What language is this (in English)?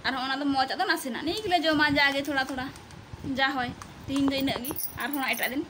Santali